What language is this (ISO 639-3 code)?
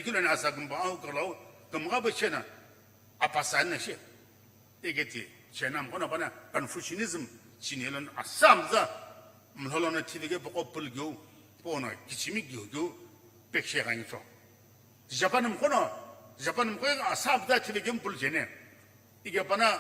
nsm